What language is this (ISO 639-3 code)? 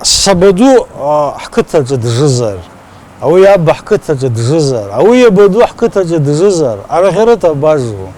abk